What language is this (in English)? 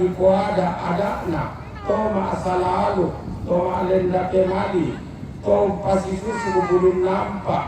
Toraja-Sa'dan